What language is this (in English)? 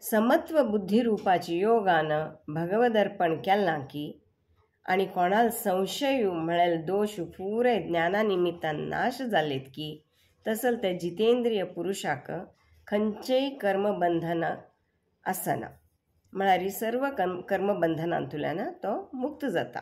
Konkani